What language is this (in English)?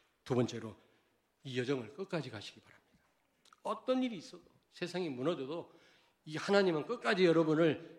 Korean